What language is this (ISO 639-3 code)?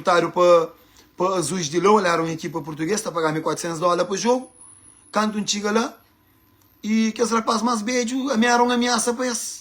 kea